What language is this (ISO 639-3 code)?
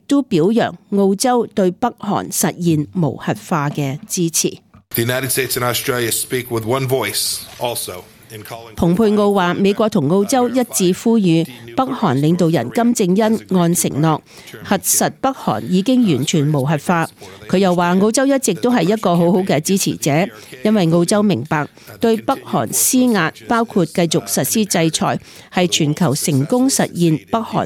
yue